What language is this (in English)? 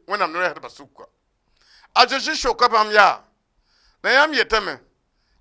Mossi